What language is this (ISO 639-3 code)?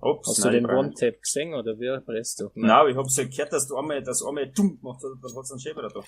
bar